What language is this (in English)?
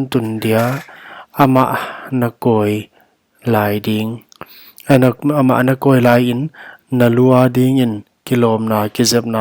Paite Chin